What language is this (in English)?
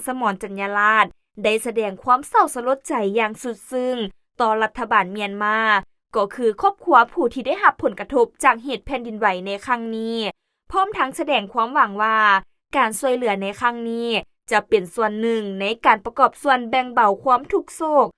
Lao